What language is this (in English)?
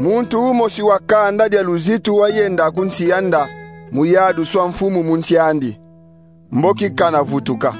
Kongo